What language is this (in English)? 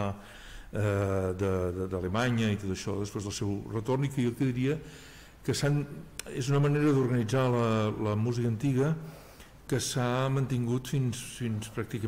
Catalan